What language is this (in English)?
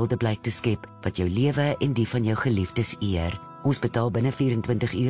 Afrikaans